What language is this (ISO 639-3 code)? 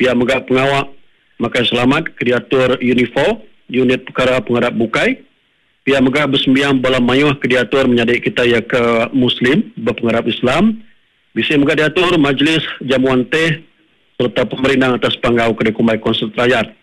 iba